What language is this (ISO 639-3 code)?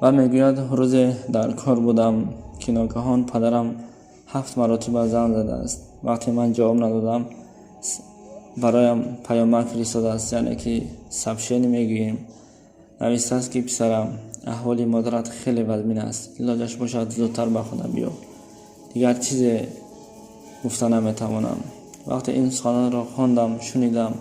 tgk